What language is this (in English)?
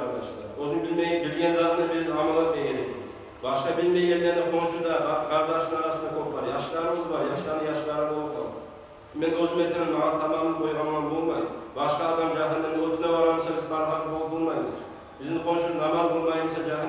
Kumyk